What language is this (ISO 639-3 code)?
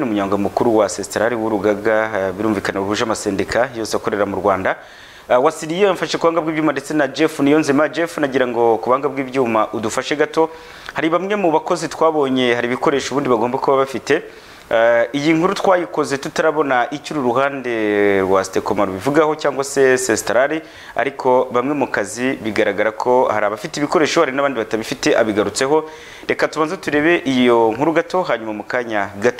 kin